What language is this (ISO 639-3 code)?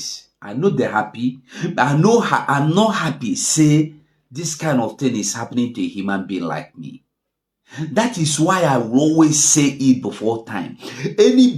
pcm